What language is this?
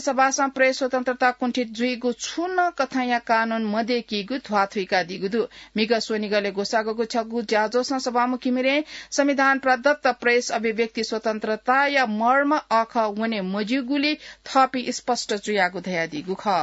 Newari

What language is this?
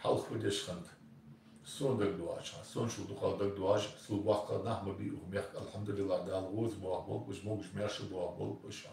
Ingush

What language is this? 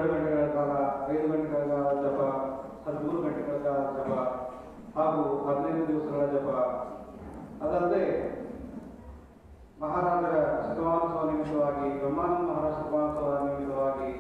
Kannada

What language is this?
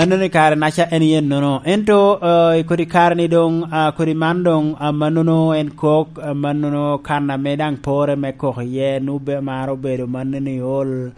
Lango (Uganda)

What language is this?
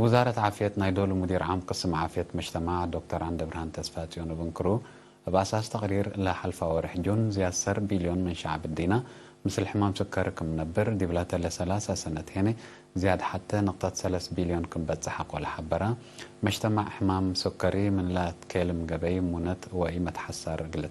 Tigre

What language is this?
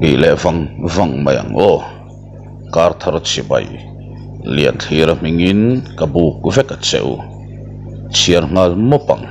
Mizo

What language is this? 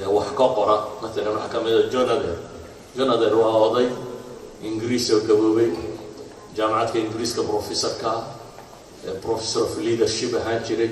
Somali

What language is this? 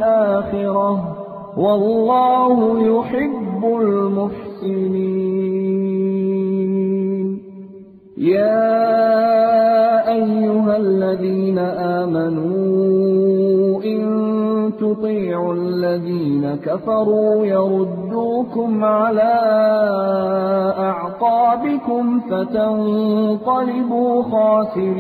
Arabic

